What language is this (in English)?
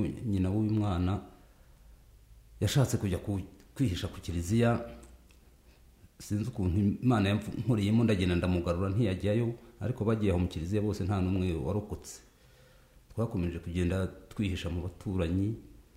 Kinyarwanda